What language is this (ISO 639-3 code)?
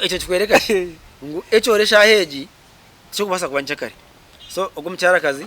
nyn